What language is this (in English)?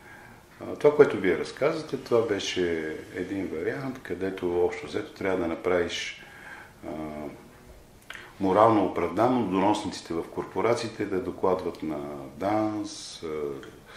Bulgarian